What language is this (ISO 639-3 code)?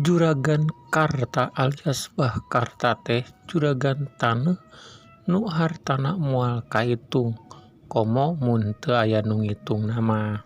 sun